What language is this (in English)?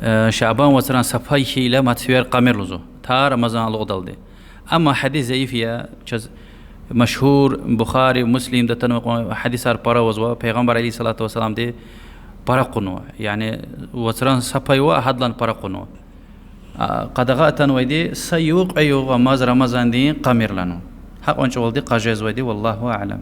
Lezghian